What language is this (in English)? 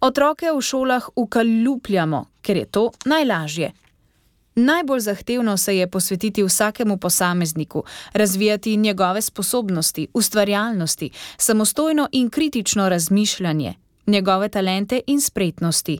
Slovenian